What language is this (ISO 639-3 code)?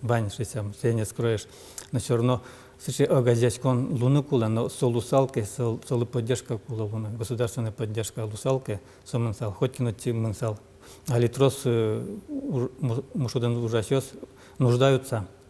udm